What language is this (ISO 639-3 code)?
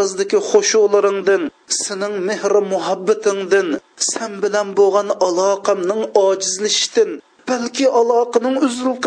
uig